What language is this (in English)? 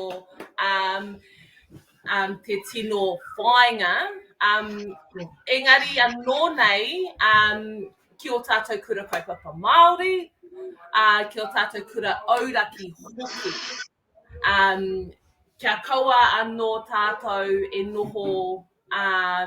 Māori